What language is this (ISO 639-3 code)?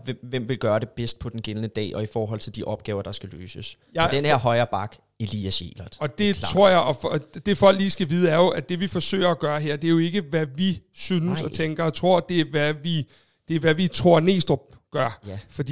dan